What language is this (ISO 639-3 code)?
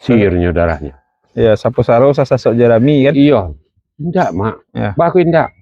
min